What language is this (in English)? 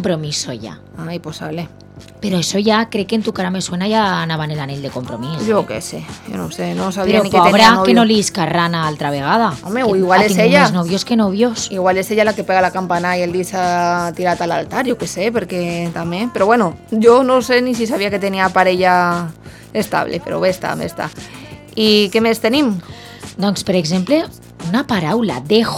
Catalan